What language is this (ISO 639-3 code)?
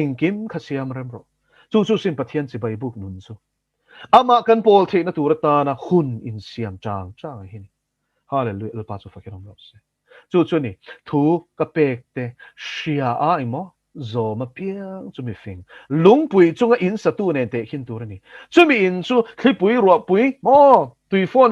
lus